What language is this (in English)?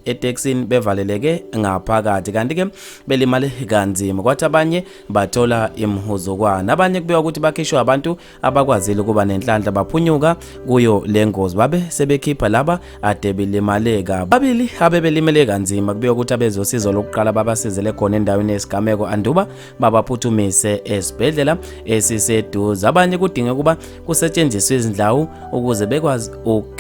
Zulu